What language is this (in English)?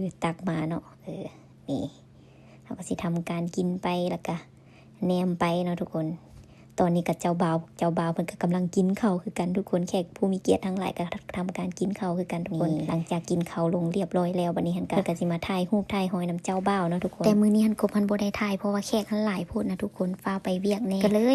Lao